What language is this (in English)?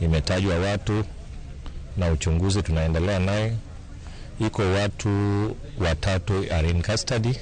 Luo (Kenya and Tanzania)